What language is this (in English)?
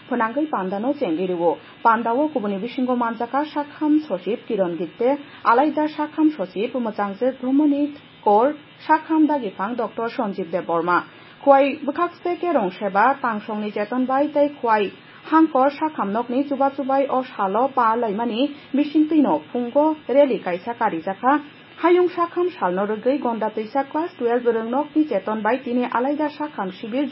Kok Borok